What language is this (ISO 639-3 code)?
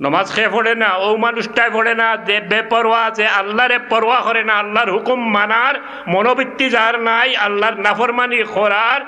syl